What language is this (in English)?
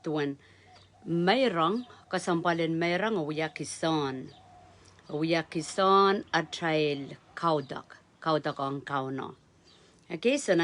Pohnpeian